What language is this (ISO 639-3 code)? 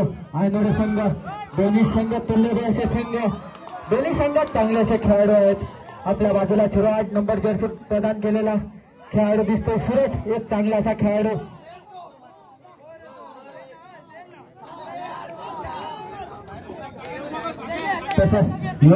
mar